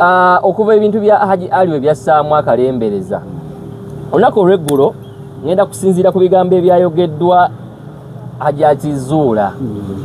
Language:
Ganda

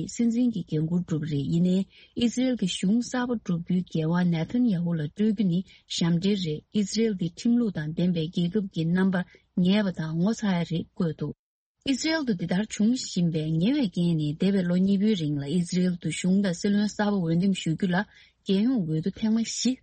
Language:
Tibetan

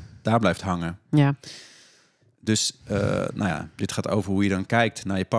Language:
Dutch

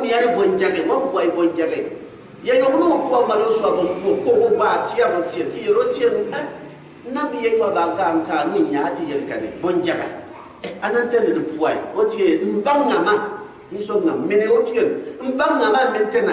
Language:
Gourmanchéma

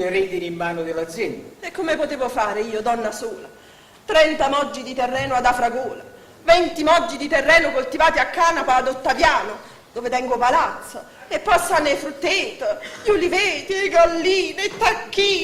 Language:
Neapolitan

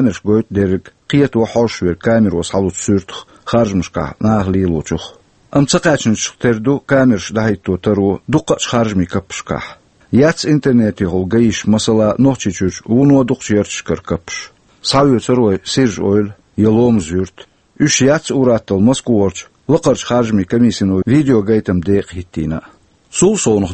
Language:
Chechen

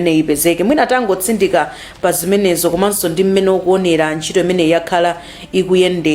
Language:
Nyanja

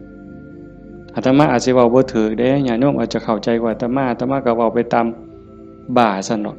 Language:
Northeastern Thai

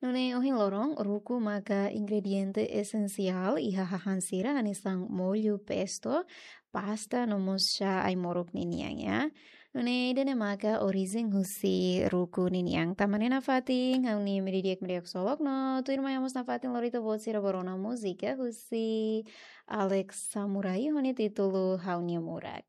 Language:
Tetum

